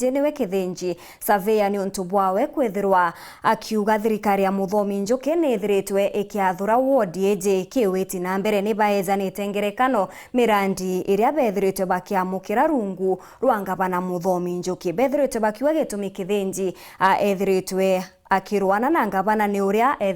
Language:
Meru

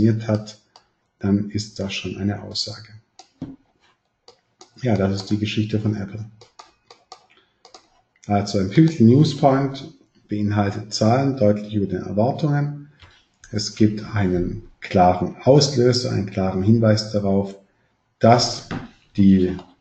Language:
German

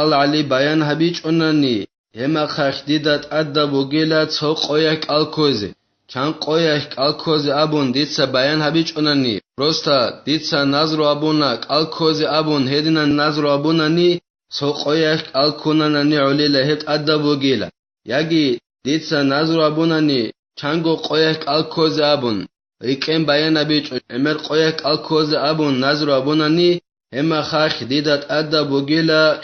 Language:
Avaric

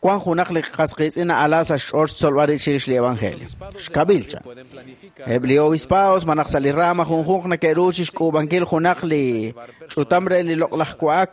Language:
Kekchí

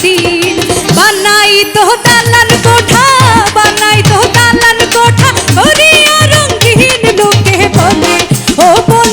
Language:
Sylheti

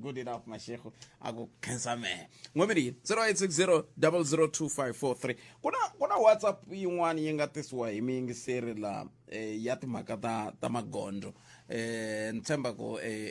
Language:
Tsonga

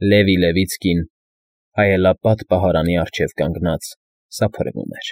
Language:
Armenian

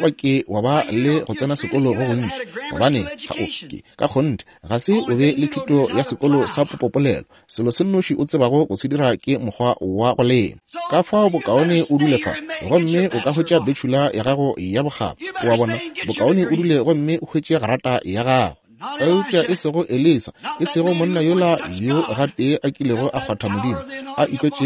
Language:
Northern Sotho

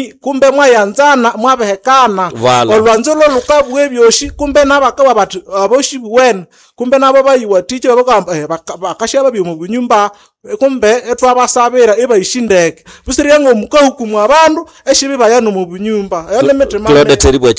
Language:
Nande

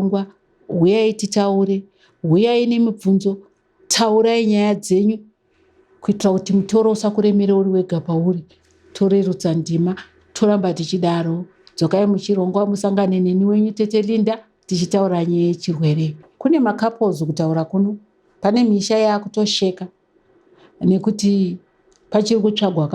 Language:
Shona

